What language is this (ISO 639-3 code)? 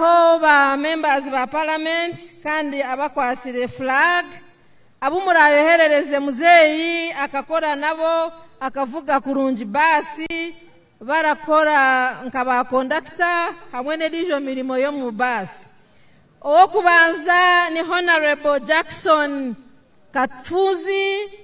nyn